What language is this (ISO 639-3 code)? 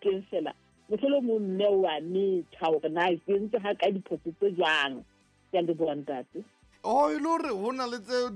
sot